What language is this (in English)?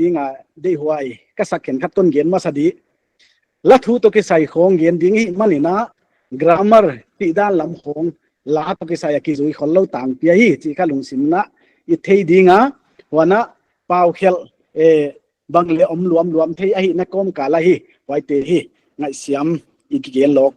Paite Chin